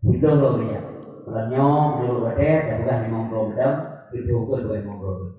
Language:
Achinese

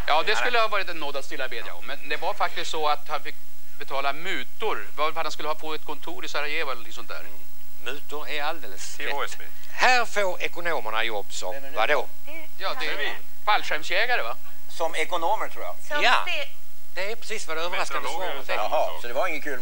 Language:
Swedish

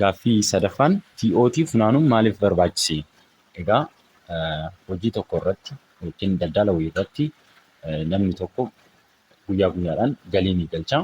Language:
Oromo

